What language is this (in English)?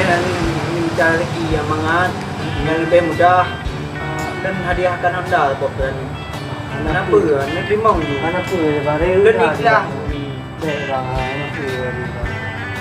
Achinese